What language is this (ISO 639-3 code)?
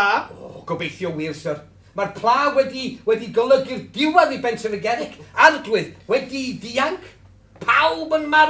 cym